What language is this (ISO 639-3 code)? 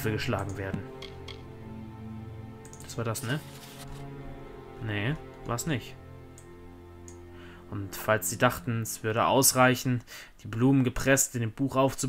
deu